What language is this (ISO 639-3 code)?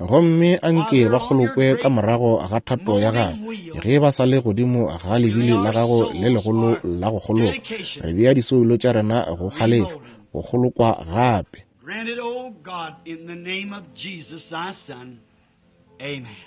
nso